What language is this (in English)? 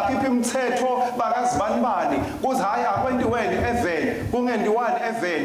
Swati